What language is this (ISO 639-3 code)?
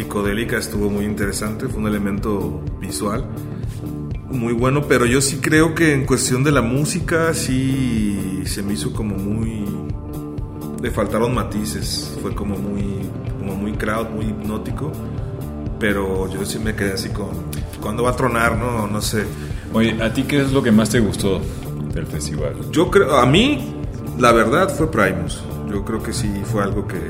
spa